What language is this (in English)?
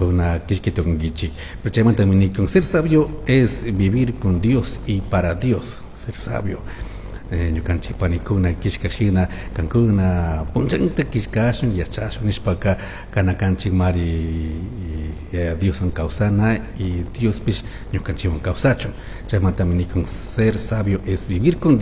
Chimborazo Highland Quichua